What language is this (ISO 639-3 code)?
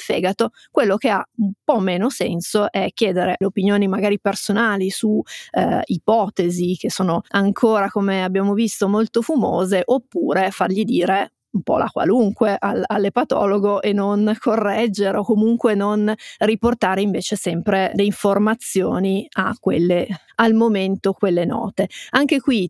ita